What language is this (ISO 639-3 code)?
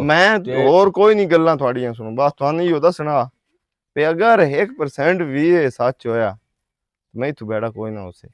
lah